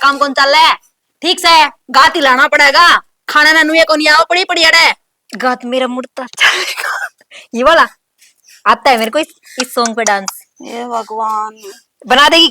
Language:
Haryanvi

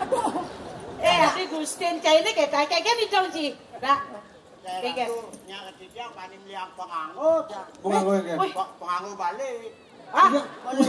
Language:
Balinese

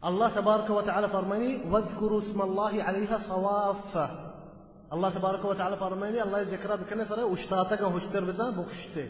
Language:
Baluchi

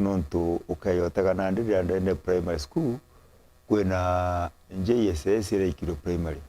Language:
Meru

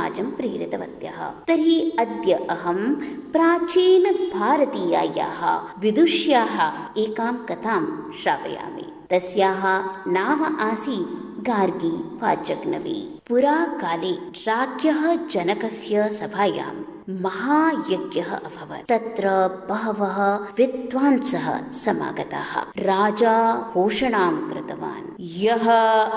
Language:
Sanskrit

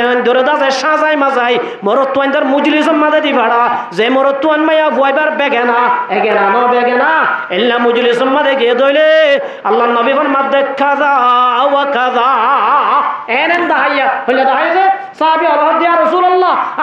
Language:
Rohingya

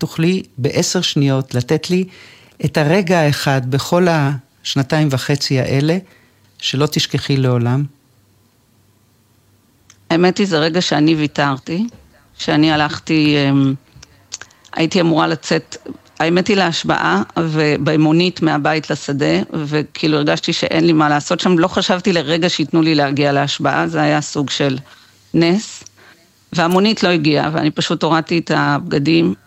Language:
Hebrew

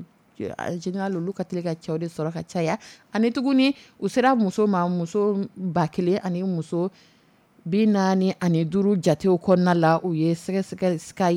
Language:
Dyula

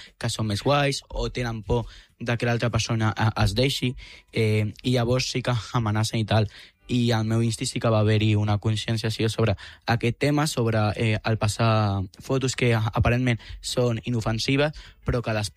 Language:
Catalan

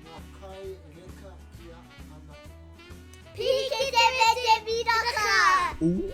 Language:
Māori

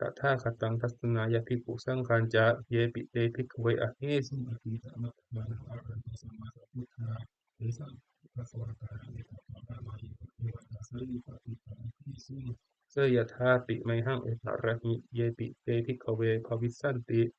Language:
Pali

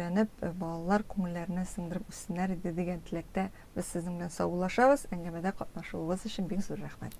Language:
Tatar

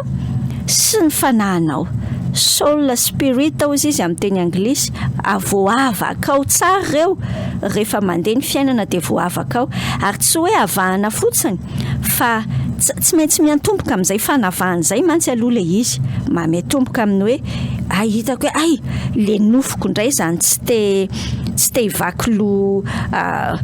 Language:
Malagasy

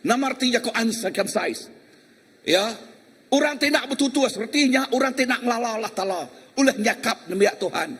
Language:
Iban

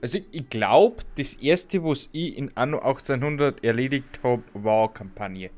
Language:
Bavarian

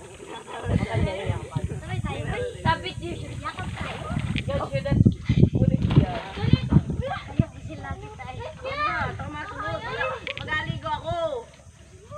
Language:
Filipino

